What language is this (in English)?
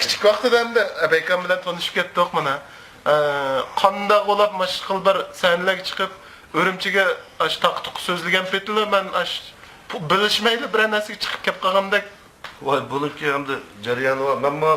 Uyghur